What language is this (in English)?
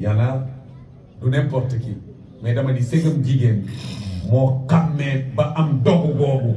Wolof